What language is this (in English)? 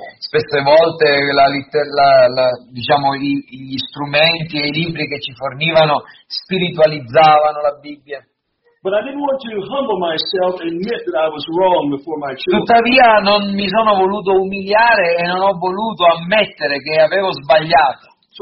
Italian